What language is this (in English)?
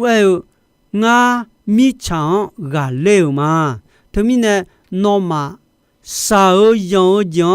Akha